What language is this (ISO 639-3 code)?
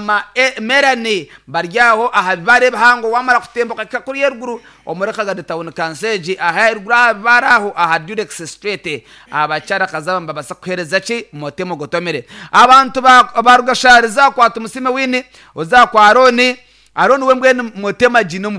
nyn